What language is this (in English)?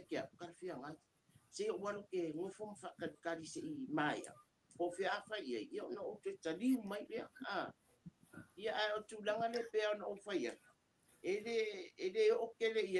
Samoan